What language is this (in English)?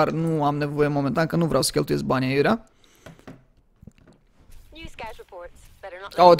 Romanian